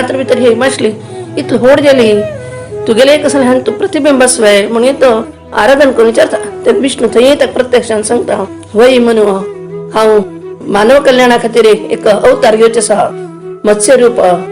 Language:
Konkani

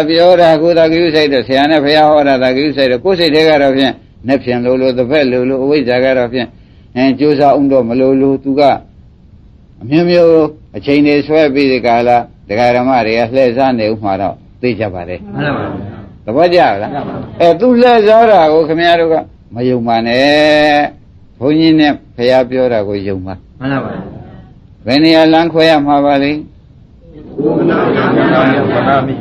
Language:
Burmese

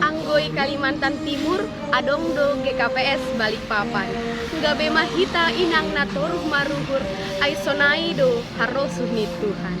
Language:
Batak Simalungun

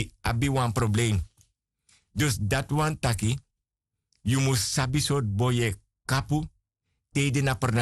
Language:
Sranan Tongo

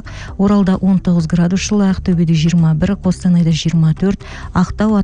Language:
Kazakh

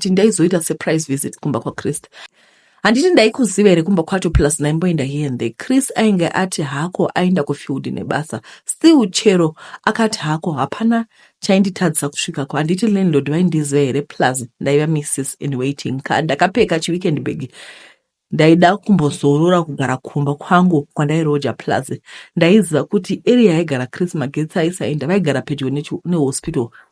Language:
Shona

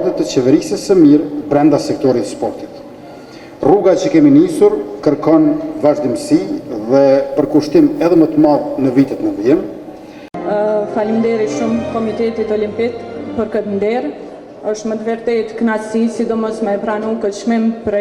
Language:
Albanian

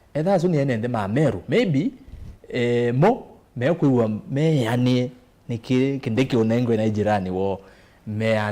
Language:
Kamba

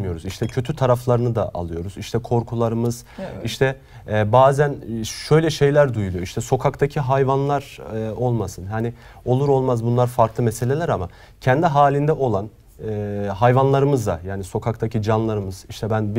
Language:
Turkish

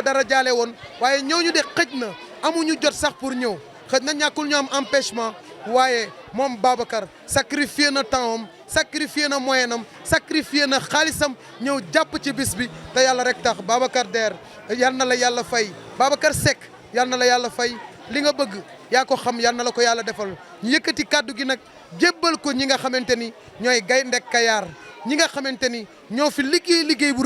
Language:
Wolof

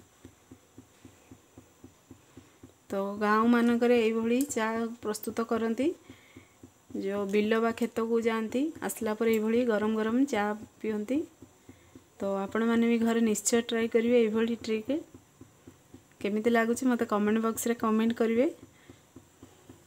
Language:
Odia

